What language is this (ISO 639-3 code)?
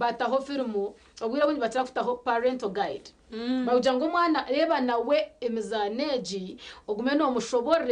nyn